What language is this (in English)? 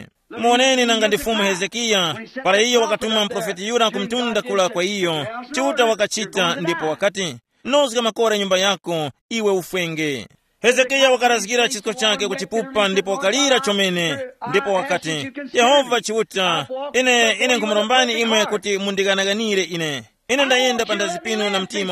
Tumbuka